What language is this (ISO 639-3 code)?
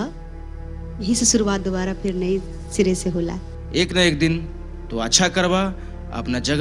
bho